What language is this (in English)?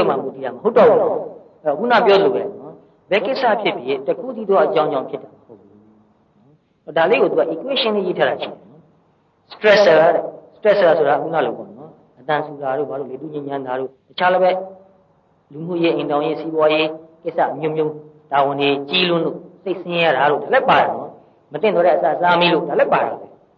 Burmese